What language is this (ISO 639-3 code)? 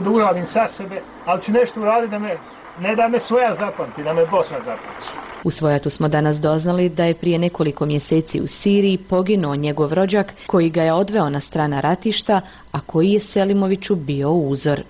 bos